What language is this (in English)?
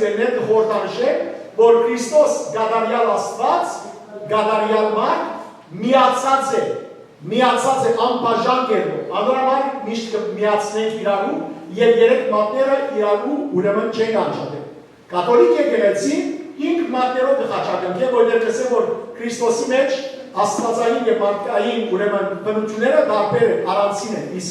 Western Armenian